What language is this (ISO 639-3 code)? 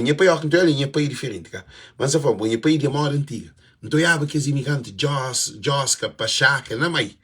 kea